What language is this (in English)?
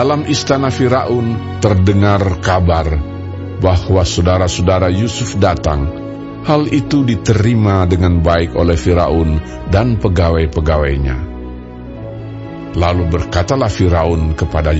Indonesian